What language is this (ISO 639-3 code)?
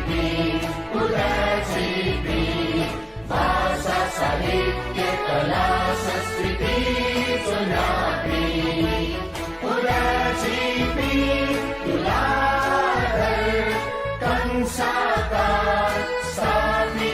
new